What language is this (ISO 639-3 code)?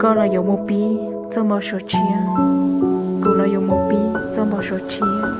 hmn